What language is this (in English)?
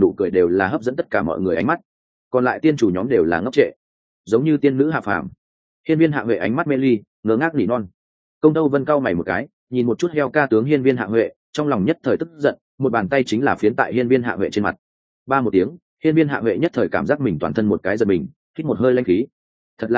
Vietnamese